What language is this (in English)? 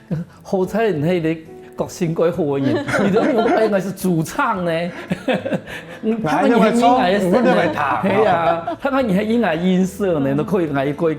Hakka Chinese